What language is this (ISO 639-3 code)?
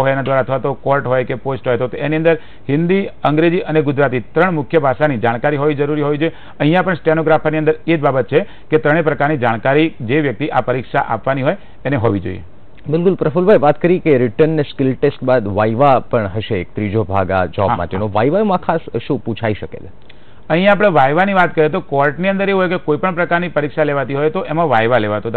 guj